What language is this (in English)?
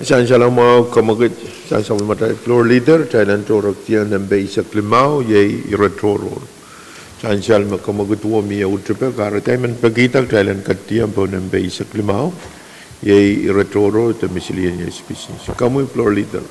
Pohnpeian